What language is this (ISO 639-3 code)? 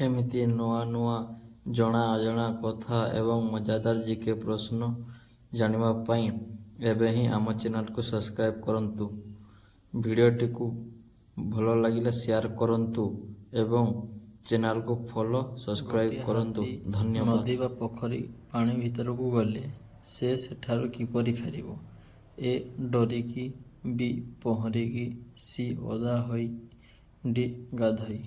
ori